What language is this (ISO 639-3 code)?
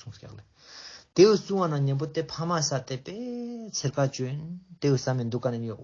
lbj